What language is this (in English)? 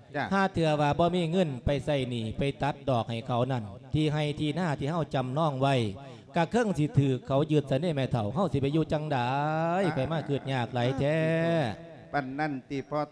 Lao